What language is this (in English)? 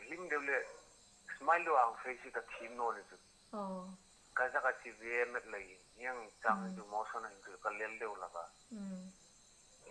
Hmar